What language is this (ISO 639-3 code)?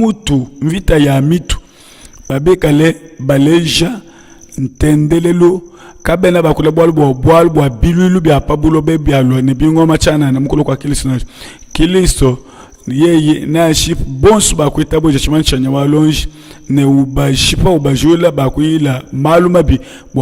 lua